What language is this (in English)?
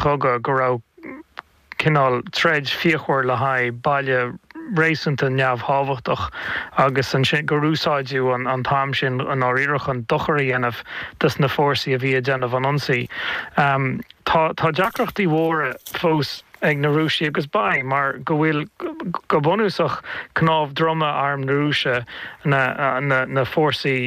Irish